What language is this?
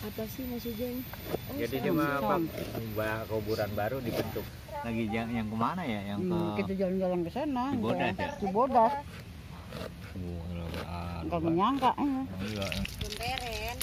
Betawi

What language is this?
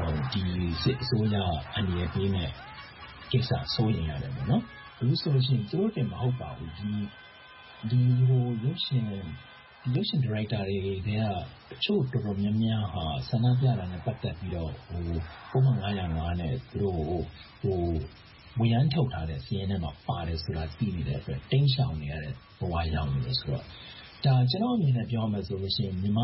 Burmese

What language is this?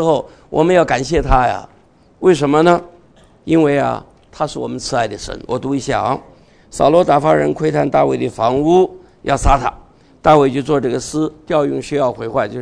Chinese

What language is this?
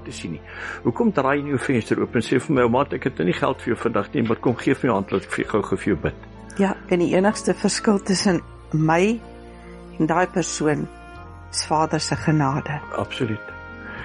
Afrikaans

